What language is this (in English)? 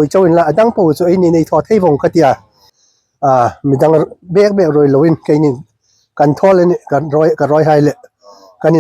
Hmar